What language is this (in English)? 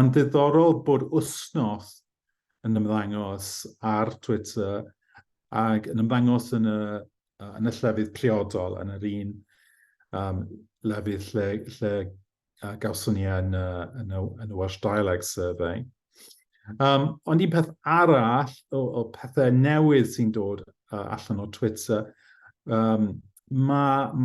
Welsh